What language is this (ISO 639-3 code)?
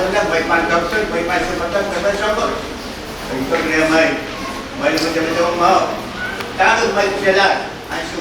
pon